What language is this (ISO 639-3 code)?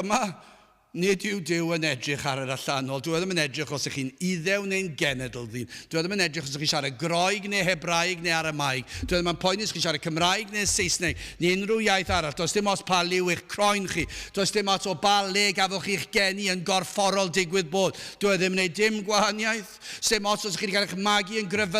cym